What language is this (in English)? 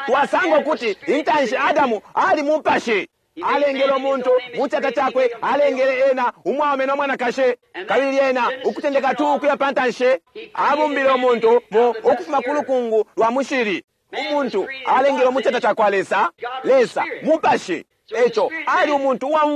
Bemba